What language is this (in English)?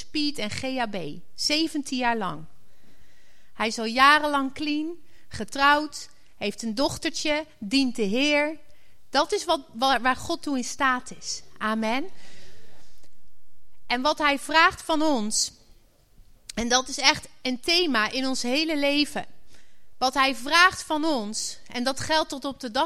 Dutch